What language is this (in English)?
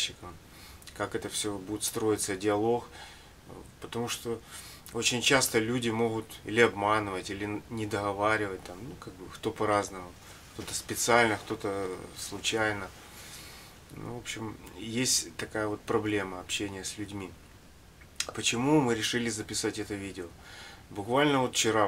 Russian